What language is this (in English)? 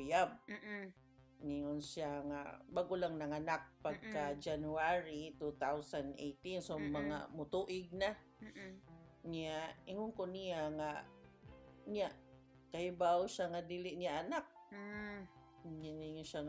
Cebuano